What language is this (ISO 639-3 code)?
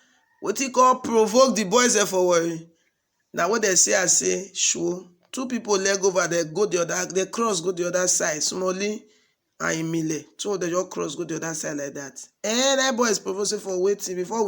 pcm